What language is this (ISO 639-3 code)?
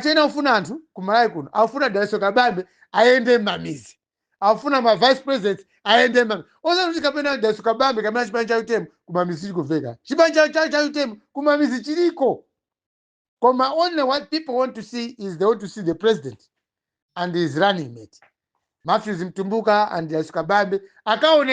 nya